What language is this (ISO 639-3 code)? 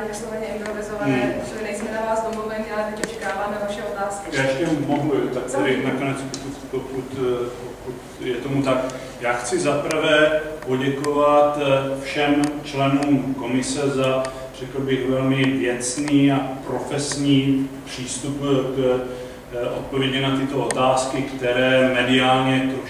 ces